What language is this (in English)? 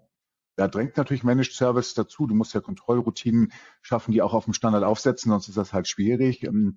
German